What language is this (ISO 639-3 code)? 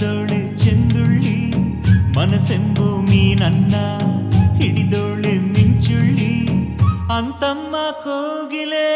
kan